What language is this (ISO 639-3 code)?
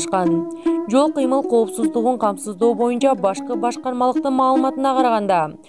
kir